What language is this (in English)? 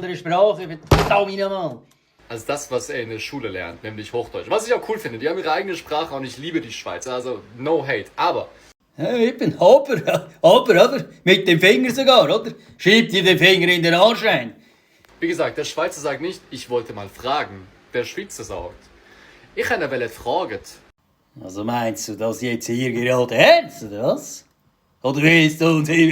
Swiss German